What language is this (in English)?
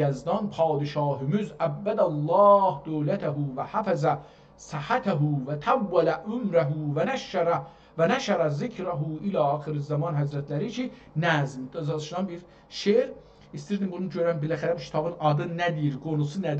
South Azerbaijani